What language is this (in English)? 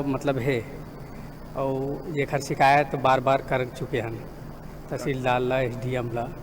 Chhattisgarhi